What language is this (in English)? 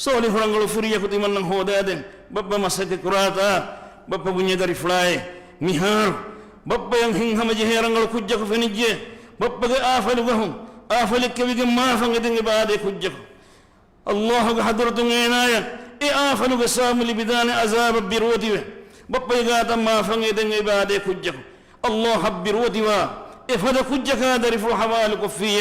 Divehi